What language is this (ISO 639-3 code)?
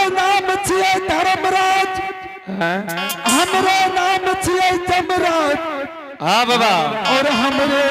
anp